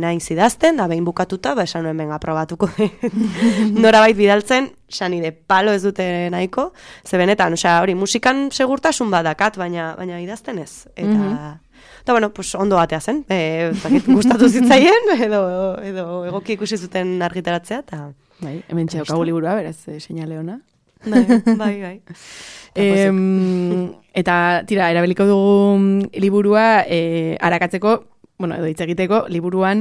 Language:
Basque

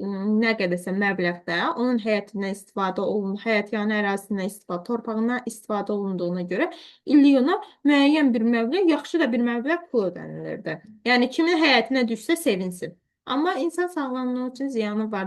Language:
Azerbaijani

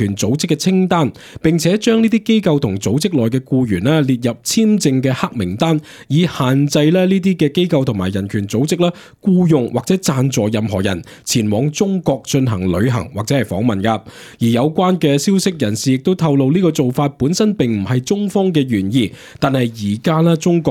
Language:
Cantonese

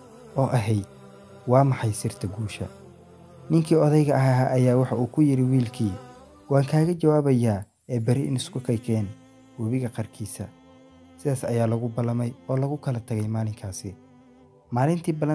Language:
Somali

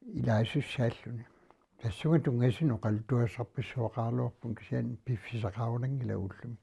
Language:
Kalaallisut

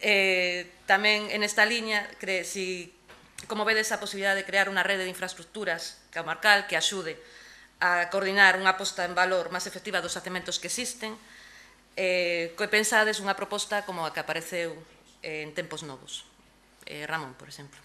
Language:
Galician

